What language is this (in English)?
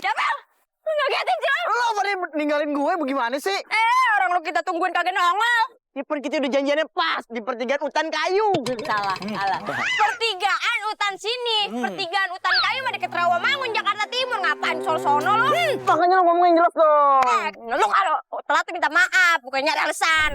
Betawi